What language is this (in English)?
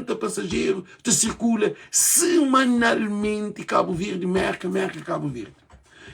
Kabuverdianu